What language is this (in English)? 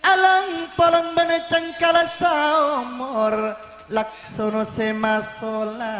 Madurese